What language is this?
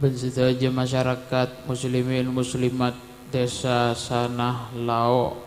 Madurese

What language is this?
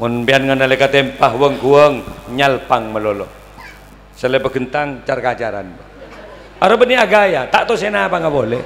Madurese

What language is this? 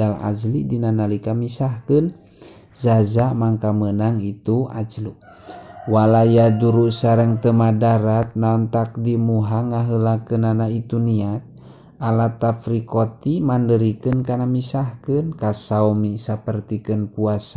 Sundanese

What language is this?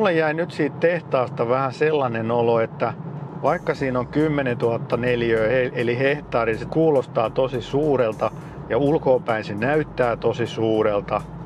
Finnish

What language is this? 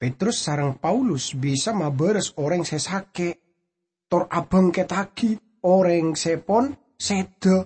Madurese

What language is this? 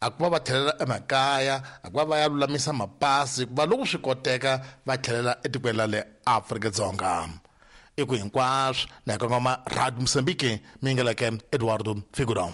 Tsonga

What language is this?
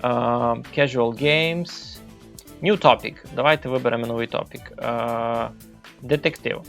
Rusyn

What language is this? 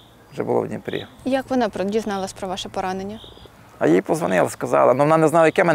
Ukrainian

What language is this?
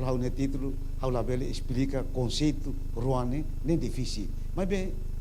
Tetum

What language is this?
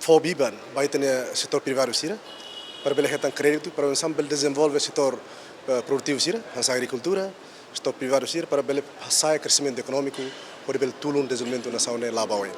Tetum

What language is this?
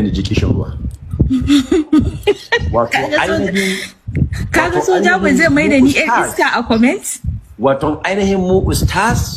Hausa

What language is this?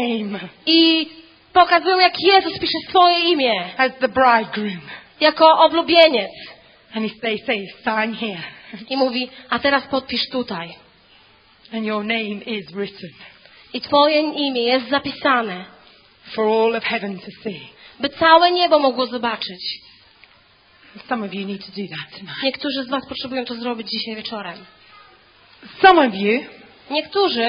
Polish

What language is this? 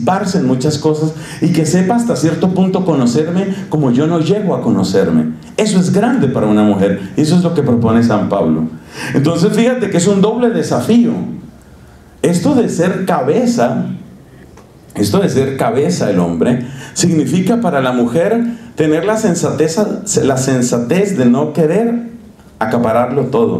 Spanish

